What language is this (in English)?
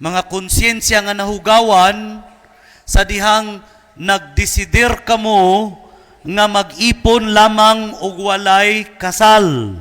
Cebuano